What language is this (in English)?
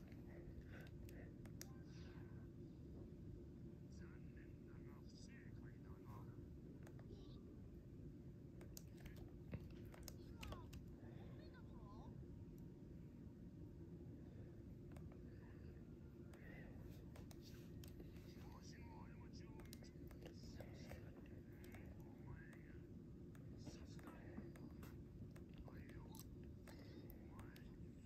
Japanese